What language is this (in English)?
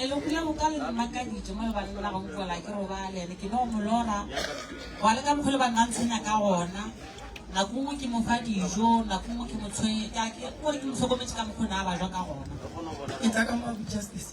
Northern Sotho